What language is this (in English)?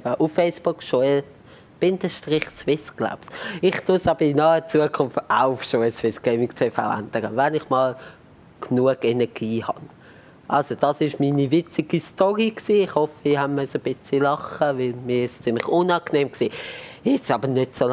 Swiss German